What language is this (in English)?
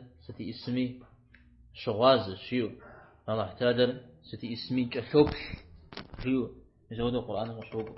Kabardian